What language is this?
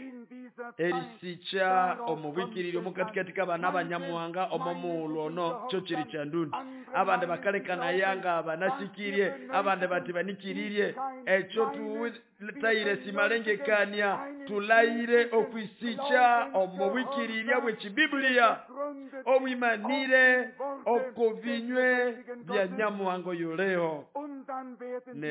Nande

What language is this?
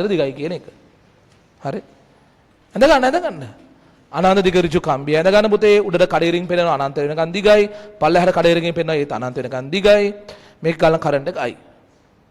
Sinhala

